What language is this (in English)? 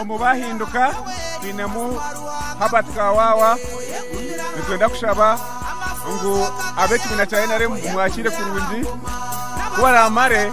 Nyankole